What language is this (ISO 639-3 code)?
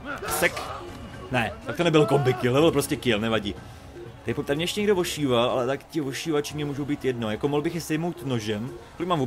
ces